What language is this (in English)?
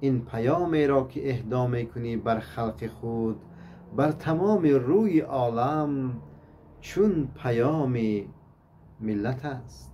Tajik